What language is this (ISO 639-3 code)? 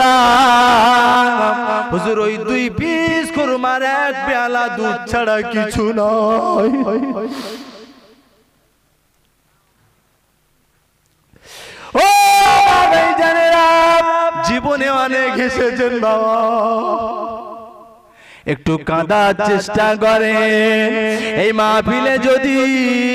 ben